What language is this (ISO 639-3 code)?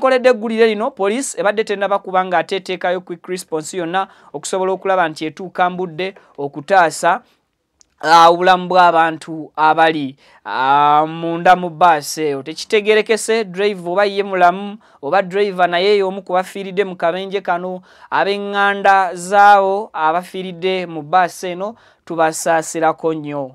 lug